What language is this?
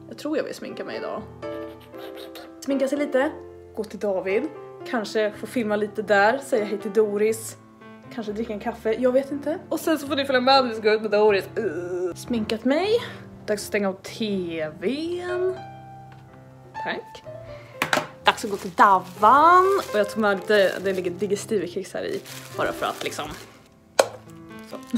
Swedish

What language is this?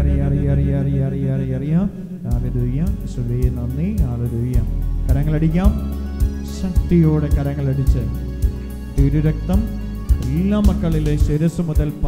Malayalam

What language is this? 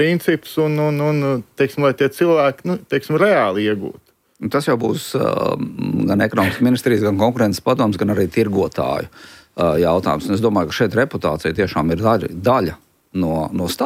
Latvian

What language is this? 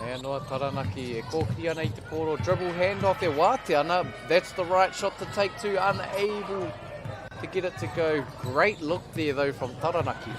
Māori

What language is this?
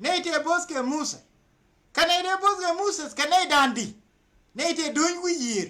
Nuer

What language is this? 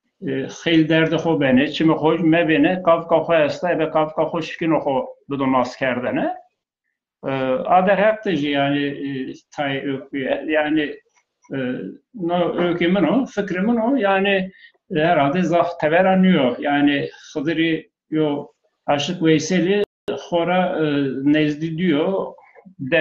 Zaza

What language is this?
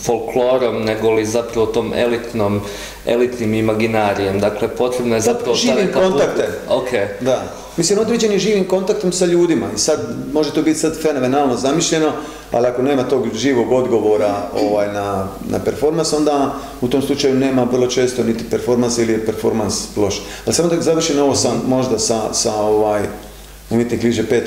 Croatian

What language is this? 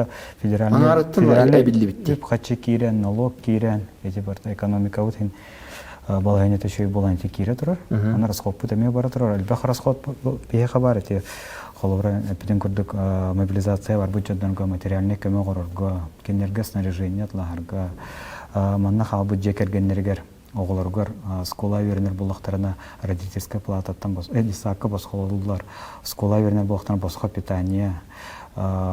Yakut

